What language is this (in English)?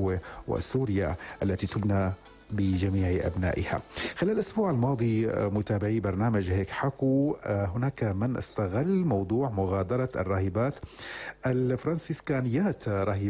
North Levantine Arabic